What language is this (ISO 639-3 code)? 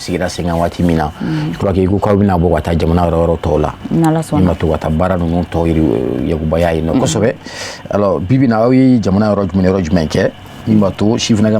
bam